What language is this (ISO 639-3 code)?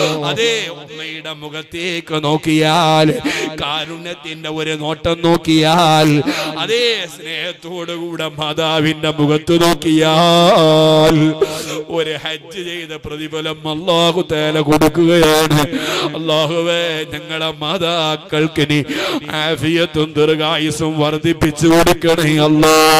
mal